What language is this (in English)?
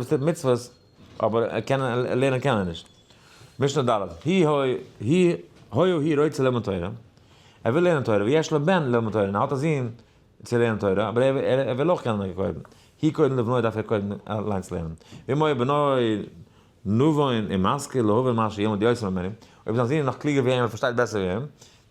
Yiddish